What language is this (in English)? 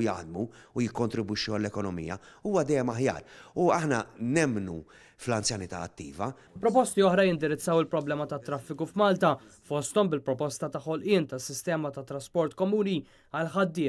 Maltese